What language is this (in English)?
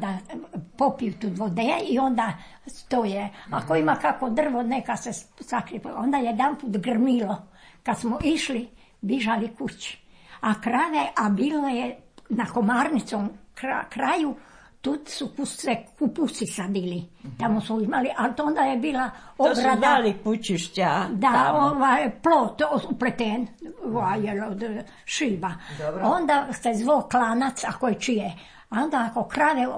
Serbian